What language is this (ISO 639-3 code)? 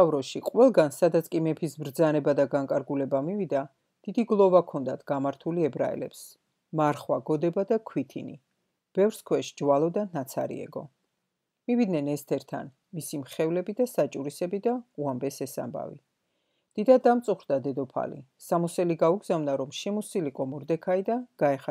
kat